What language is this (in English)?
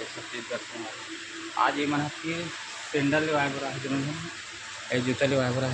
Chhattisgarhi